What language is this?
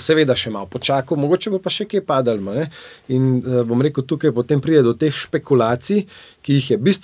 Slovenian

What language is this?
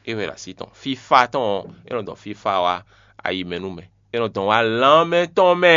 Fon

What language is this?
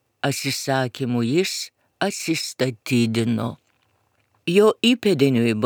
Lithuanian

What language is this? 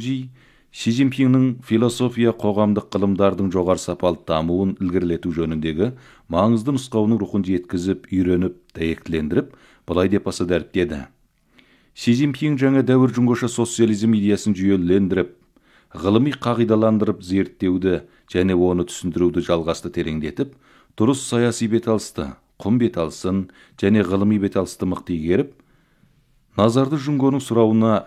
Kazakh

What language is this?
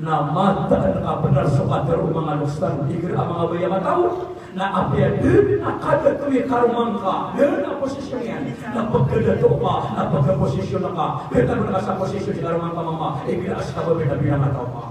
Maranao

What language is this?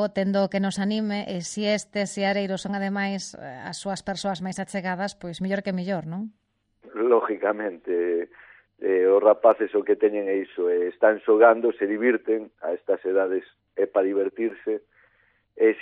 Galician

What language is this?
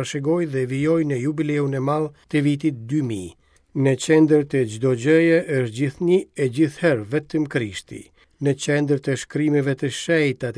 Albanian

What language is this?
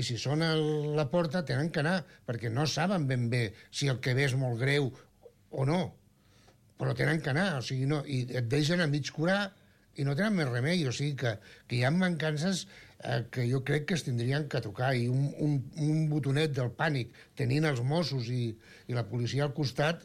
Catalan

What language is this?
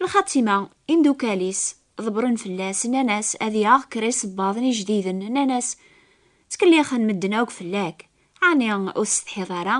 Kabyle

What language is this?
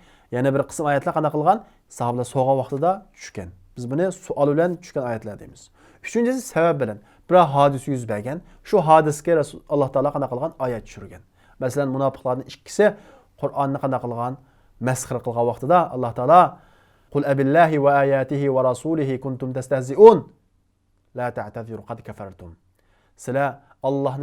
Uyghur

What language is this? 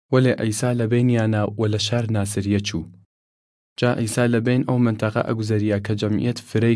Southern Kurdish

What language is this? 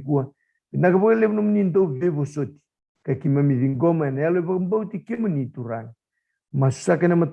Fijian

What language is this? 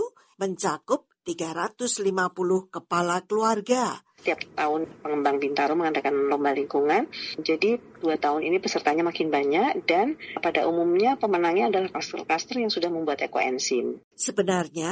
Indonesian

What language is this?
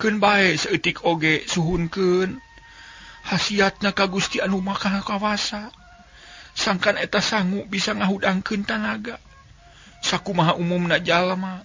Sundanese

